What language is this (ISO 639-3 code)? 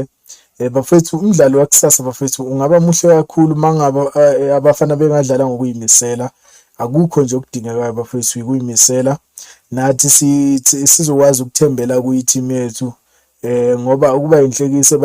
zul